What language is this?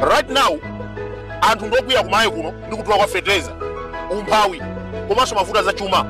Nyanja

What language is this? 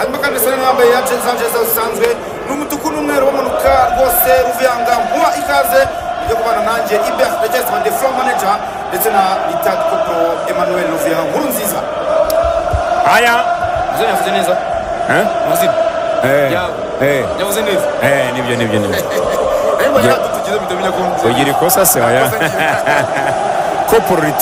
Kinyarwanda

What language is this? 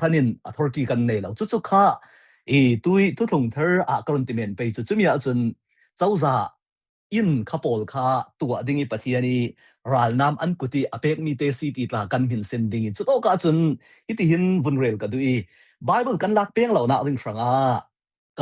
Falam Chin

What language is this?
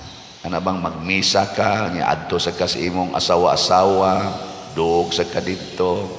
Cebuano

